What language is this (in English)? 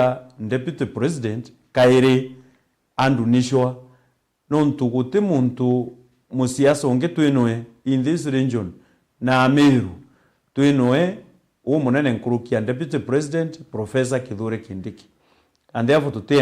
Meru